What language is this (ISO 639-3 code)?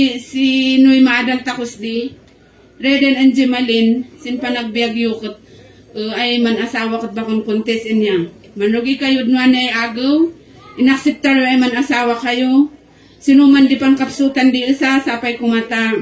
kne